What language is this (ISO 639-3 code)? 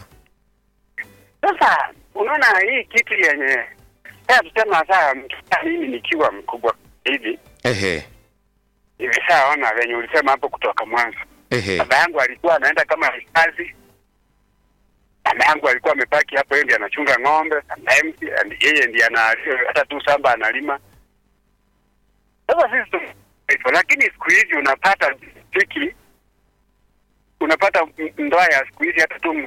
swa